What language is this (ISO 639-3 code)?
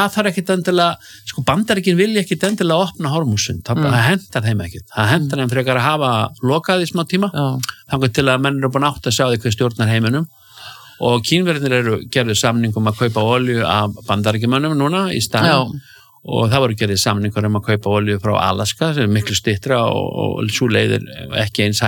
isl